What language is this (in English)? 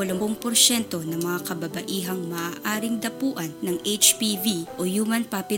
Filipino